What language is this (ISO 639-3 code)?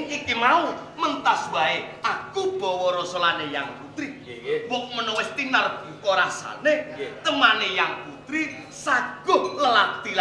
jav